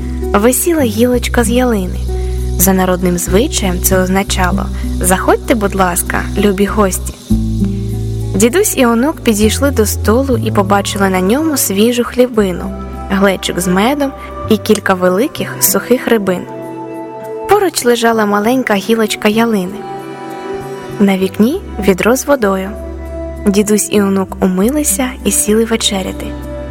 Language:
Ukrainian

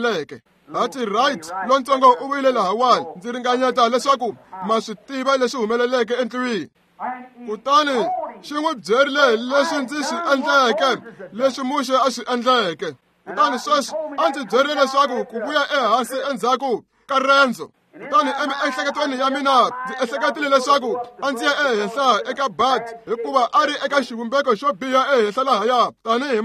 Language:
Tsonga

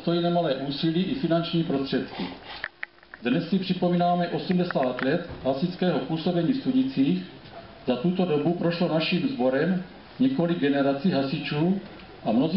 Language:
Czech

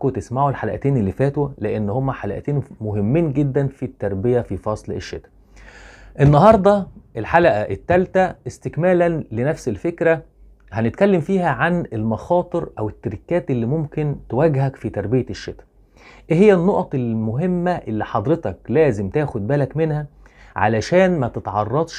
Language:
Egyptian Arabic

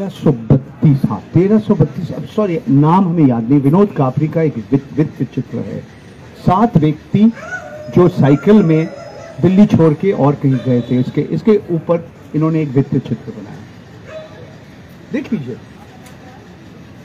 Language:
Hindi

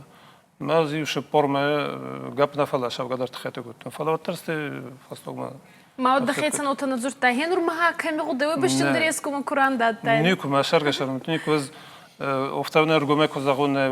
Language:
Ossetic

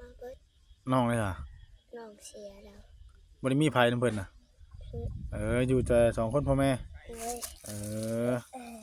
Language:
Northeastern Thai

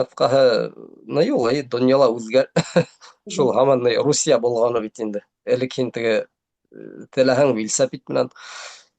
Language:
Bashkir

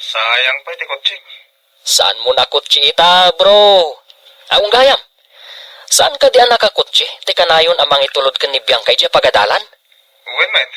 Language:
Iloko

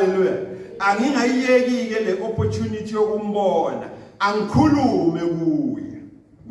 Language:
Zulu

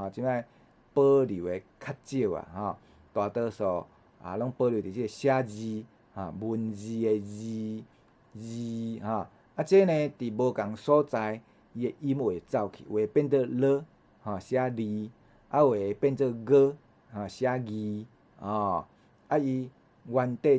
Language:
Min Nan Chinese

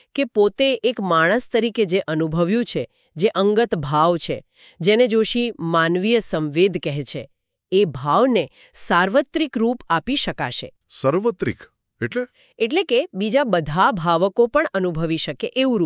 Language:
Gujarati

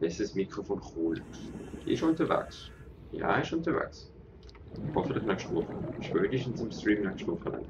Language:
Swiss German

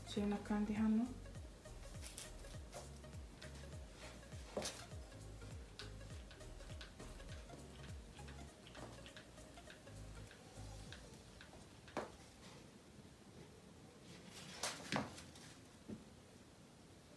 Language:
Kinyarwanda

